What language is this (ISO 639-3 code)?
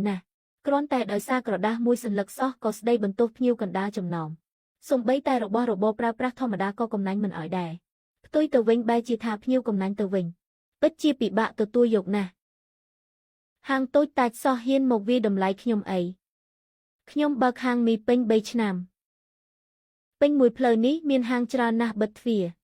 khm